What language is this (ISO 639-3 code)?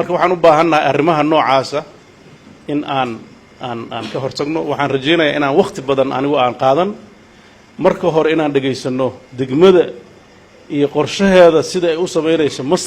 som